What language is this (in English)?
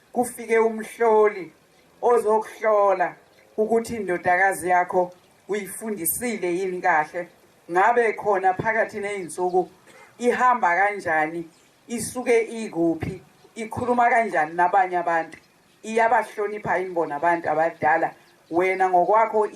Zulu